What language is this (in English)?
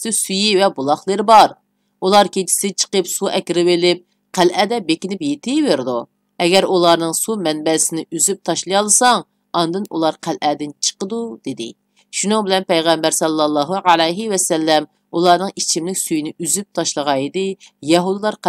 Uyghur